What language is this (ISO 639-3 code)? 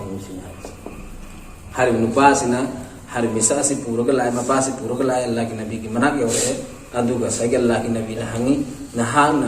mni